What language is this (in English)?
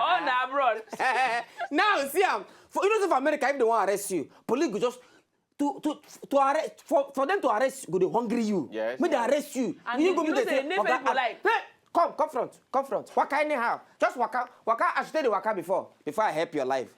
Nigerian Pidgin